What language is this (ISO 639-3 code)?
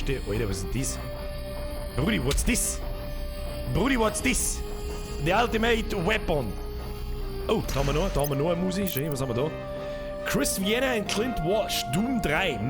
bar